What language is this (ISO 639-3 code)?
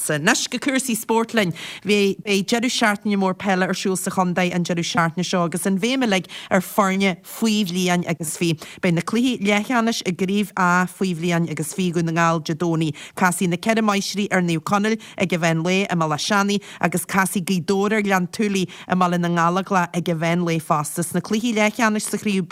gle